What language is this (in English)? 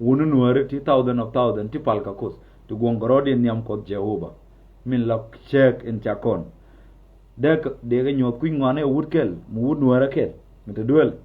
Nuer